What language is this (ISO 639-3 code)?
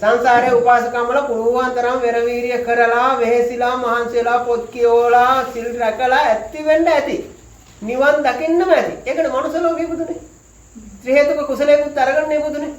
sin